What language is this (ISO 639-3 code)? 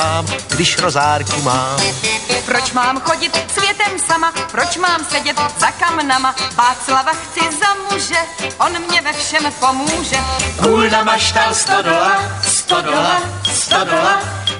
ces